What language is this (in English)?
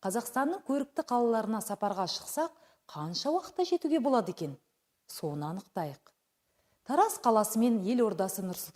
Kazakh